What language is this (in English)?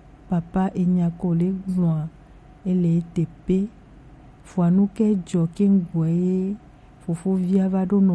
Gen